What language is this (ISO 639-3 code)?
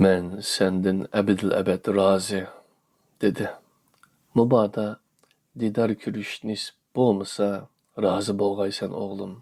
uig